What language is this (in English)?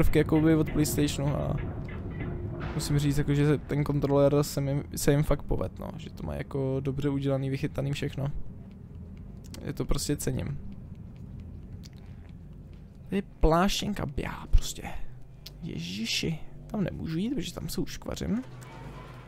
Czech